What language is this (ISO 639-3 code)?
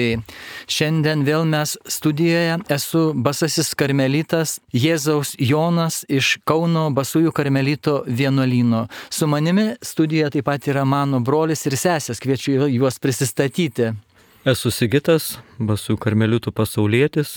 lit